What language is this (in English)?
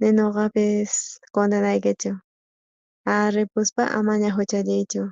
South Bolivian Quechua